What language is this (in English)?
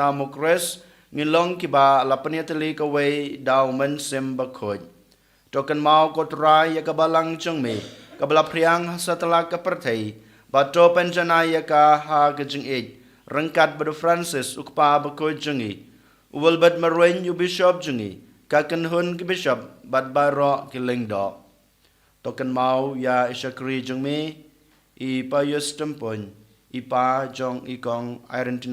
Khasi